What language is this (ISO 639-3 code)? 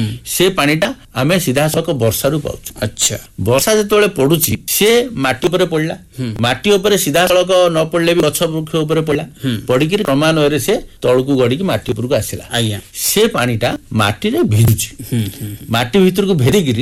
ori